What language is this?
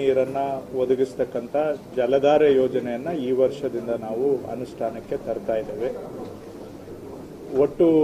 Kannada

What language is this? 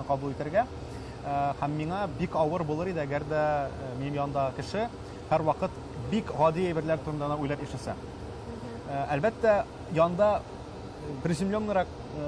Tatar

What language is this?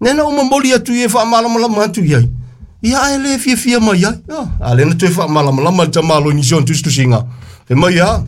Samoan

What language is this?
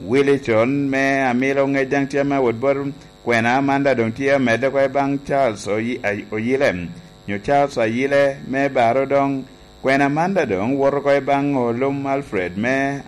Lango (Uganda)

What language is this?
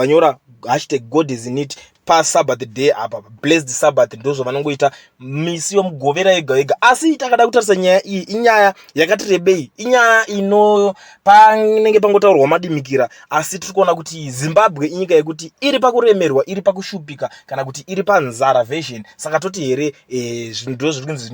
Shona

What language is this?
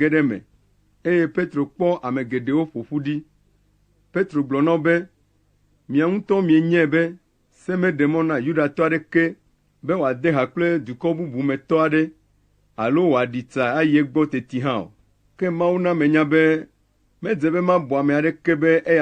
Ewe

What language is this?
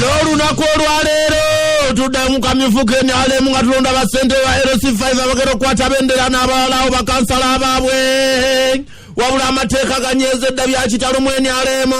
Ganda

